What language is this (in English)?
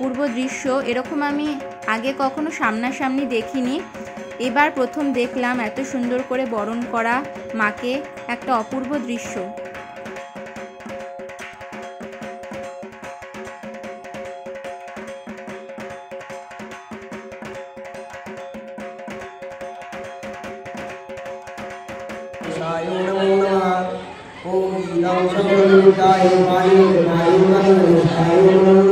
Bangla